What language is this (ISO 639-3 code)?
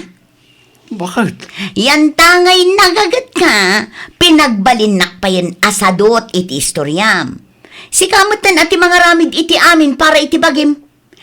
ilo